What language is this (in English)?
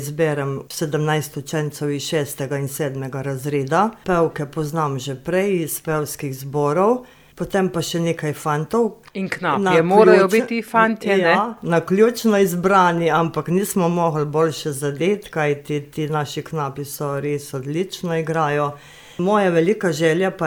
Slovenian